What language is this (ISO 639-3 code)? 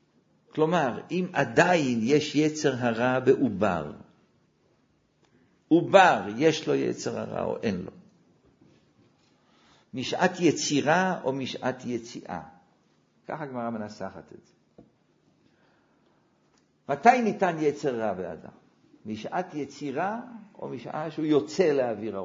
heb